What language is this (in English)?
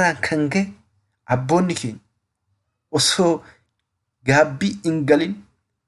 Oromo